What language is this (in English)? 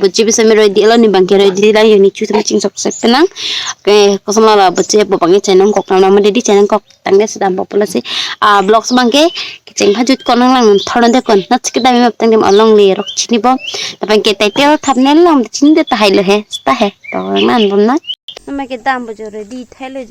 Karbi